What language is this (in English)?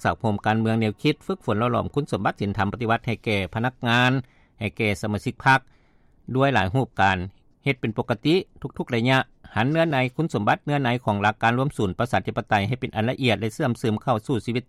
Lao